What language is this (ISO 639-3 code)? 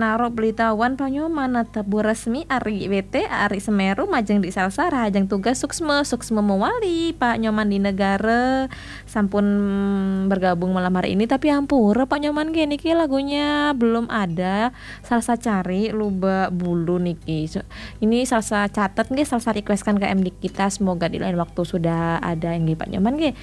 ban